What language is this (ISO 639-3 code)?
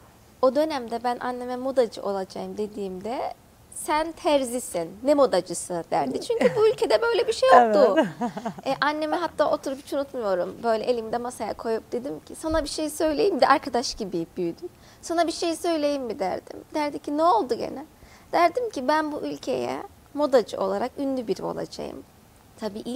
tur